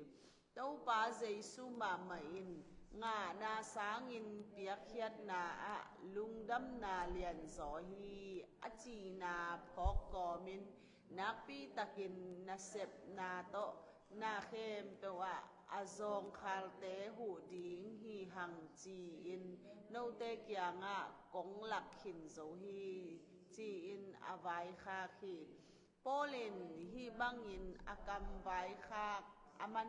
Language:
Tedim Chin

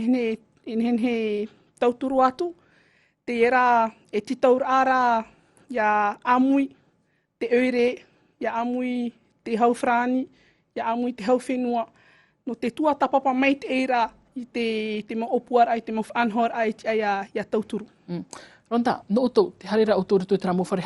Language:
Tahitian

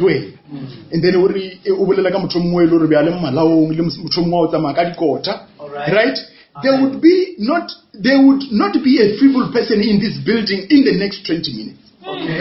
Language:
Northern Sotho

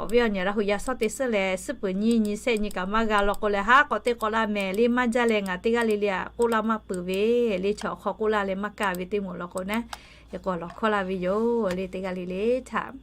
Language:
Lahu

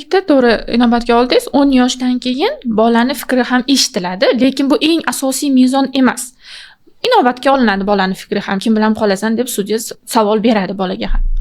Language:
Uzbek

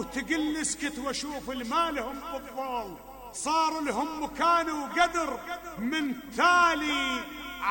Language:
Mesopotamian Arabic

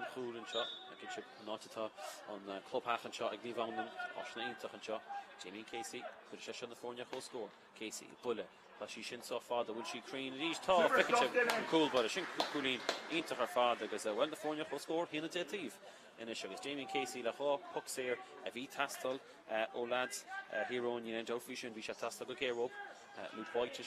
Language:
Irish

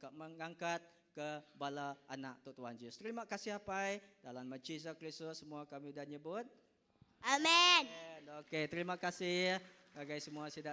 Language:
Iban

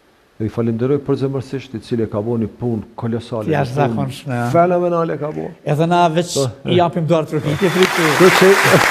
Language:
Albanian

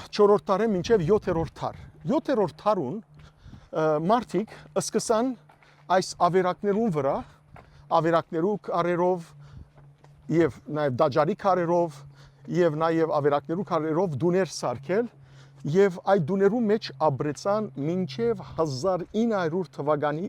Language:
Western Armenian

